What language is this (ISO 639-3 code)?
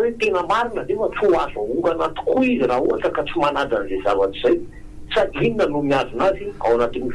mlg